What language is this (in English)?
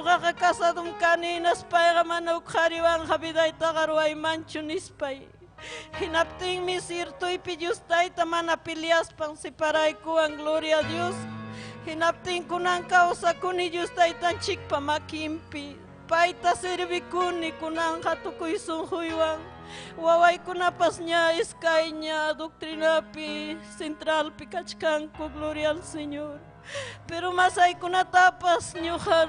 Ayacucho Quechua